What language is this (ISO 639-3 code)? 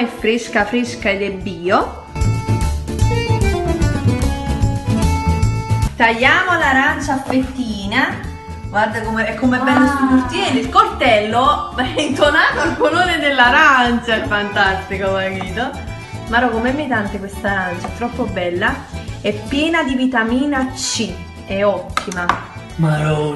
ita